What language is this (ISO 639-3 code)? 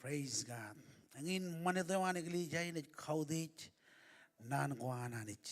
mah